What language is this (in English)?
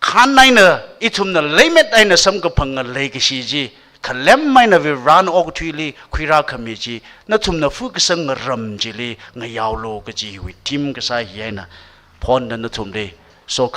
Tangkhul Naga (India)